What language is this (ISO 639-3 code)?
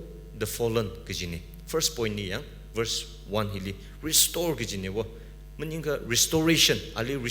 nmf